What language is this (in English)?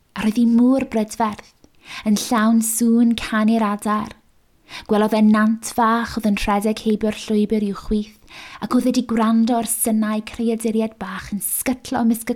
Welsh